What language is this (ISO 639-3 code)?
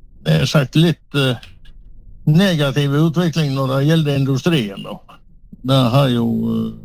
nor